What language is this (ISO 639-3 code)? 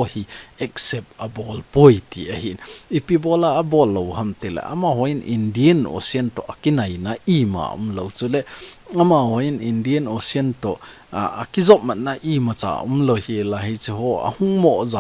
tcz